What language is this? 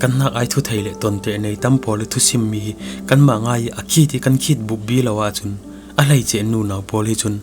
Falam Chin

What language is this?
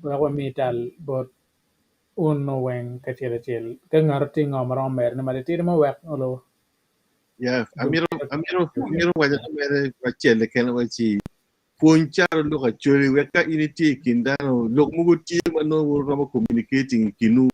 Acoli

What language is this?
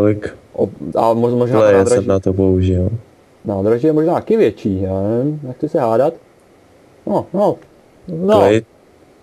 Czech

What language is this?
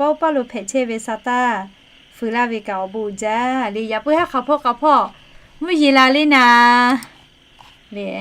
Lahu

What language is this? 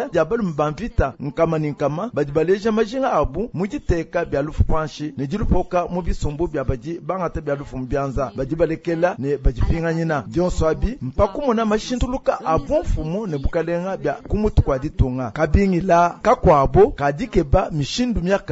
Luba-Lulua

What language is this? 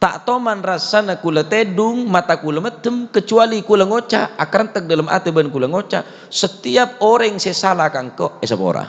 Madurese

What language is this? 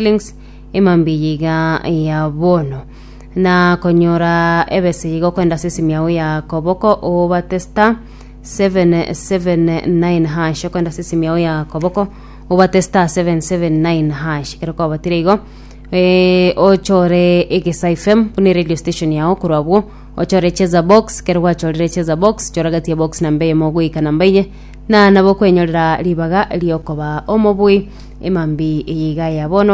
Gusii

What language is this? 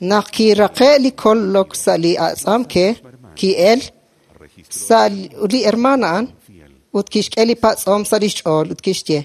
Kekchí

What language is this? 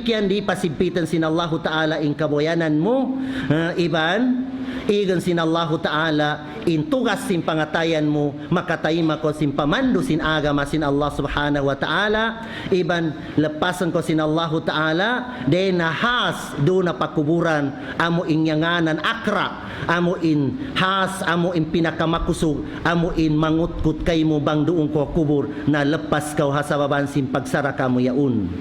Tausug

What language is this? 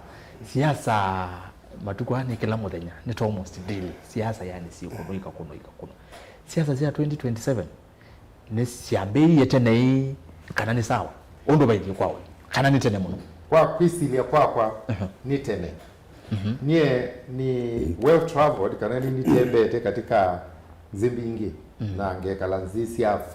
Kamba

